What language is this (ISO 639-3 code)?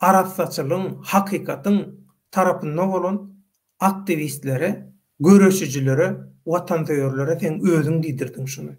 tuk